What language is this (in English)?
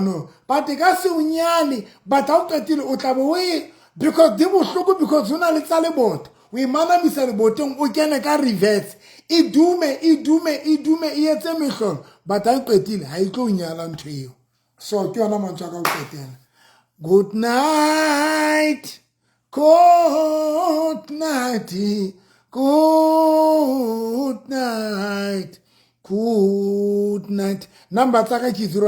Southern Sotho